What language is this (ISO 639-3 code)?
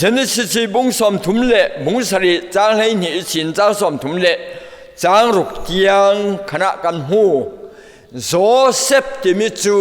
cfm